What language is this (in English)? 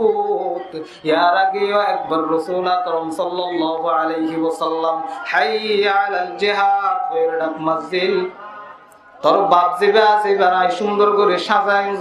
Rohingya